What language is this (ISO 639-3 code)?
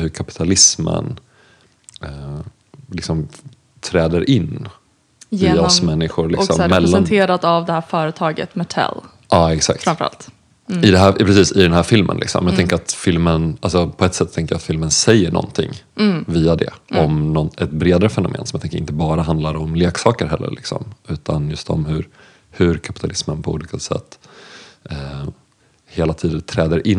swe